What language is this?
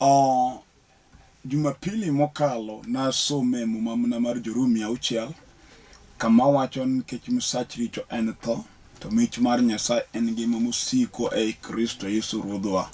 Luo (Kenya and Tanzania)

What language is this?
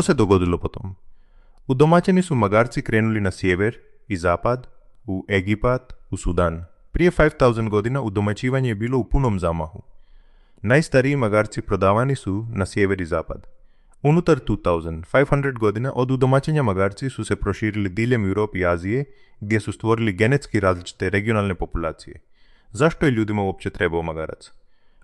Croatian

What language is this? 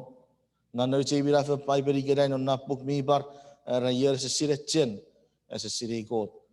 Chuukese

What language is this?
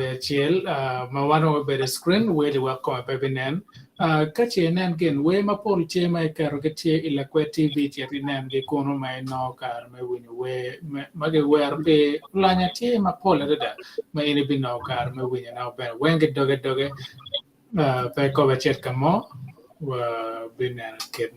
Acoli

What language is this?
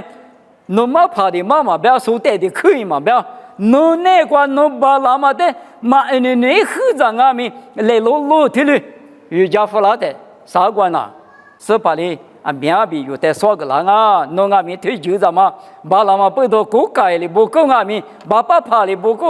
Lisu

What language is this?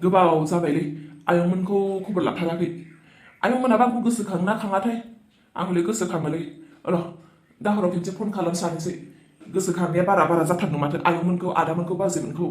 Bodo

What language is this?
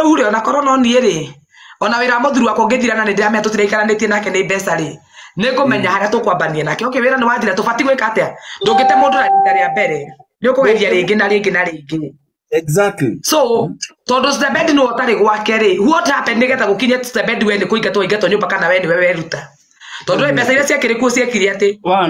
Kikuyu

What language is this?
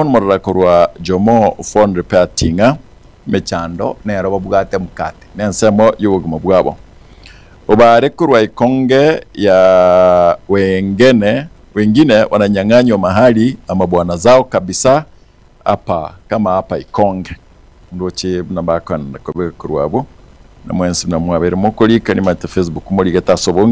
Gusii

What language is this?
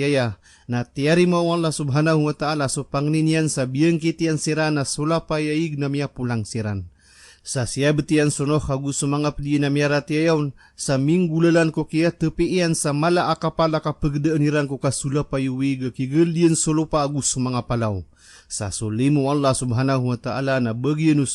Maranao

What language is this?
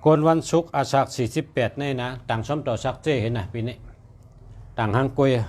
Shan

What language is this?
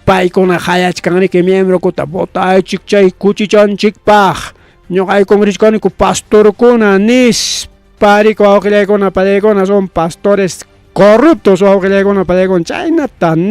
Ayacucho Quechua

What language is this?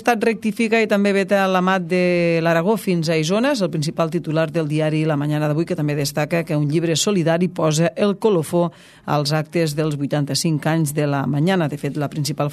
Catalan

